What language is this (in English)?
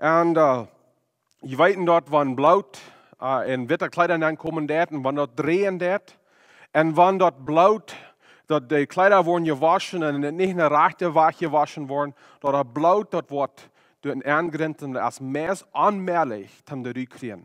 Plautdietsch